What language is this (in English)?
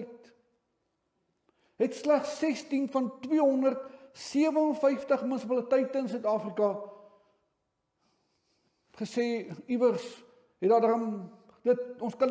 Afrikaans